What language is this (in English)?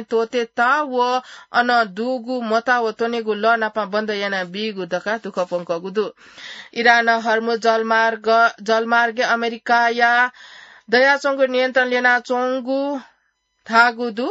Newari